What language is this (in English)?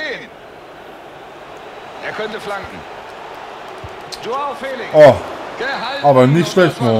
German